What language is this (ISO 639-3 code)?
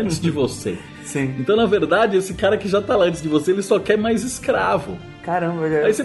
por